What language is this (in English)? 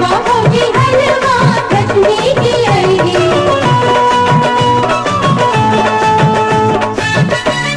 Bhojpuri